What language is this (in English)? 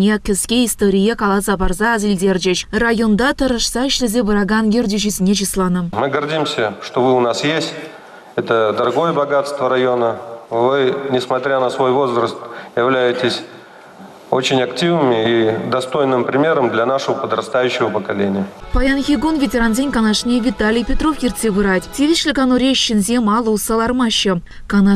Chuvash